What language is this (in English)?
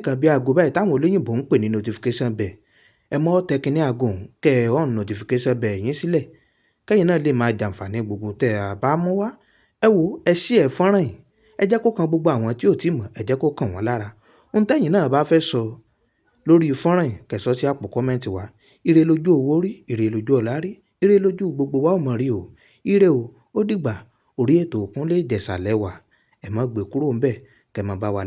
Yoruba